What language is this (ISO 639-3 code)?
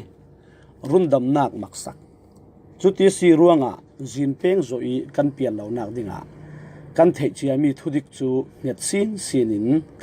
cfm